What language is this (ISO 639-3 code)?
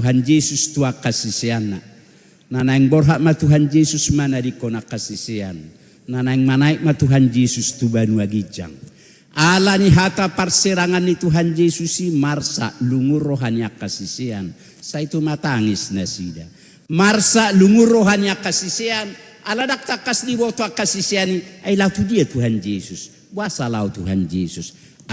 bbc